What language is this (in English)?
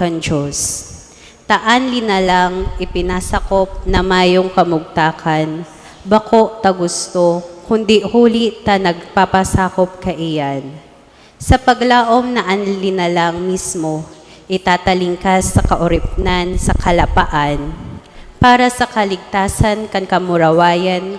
Bikol